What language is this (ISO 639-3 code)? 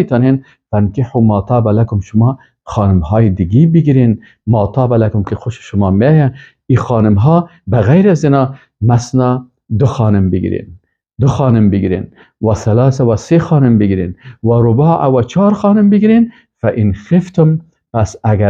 fas